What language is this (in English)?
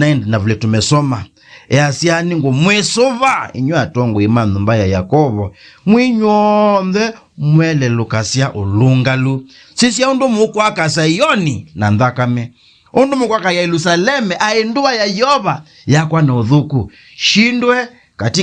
Kamba